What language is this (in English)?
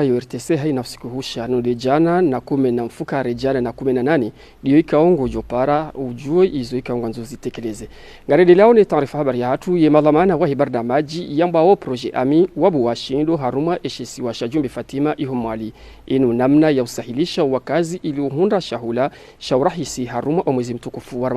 Ngazidja Comorian